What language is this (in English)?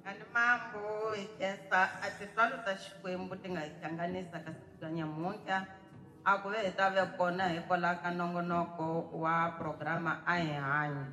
Tsonga